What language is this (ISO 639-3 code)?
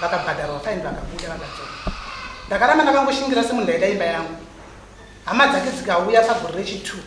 sna